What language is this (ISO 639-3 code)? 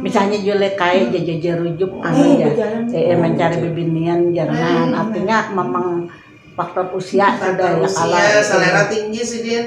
bjn